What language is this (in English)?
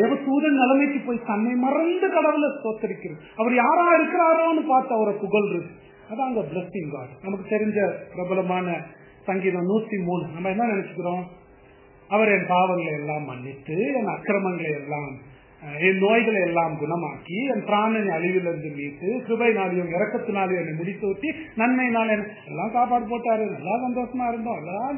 Tamil